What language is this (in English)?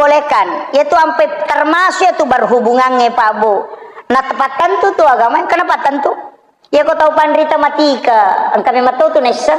Buginese